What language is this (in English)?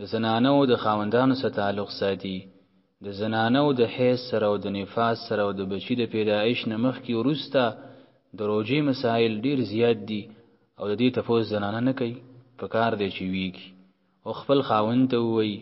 Pashto